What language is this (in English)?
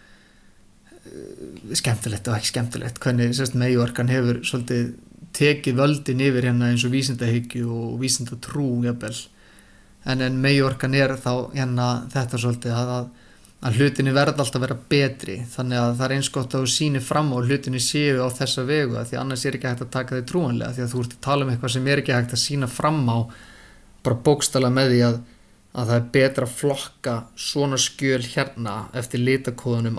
Icelandic